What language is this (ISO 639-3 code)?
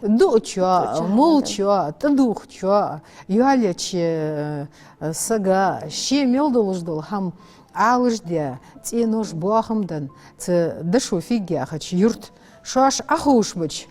inh